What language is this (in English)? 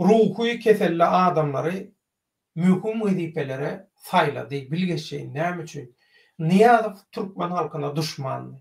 Turkmen